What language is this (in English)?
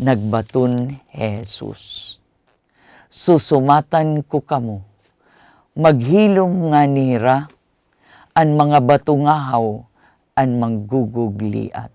Waray